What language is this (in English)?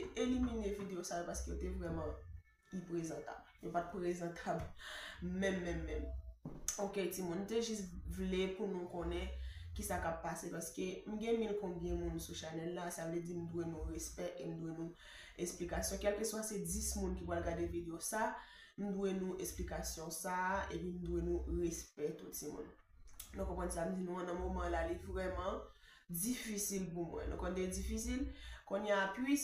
Haitian Creole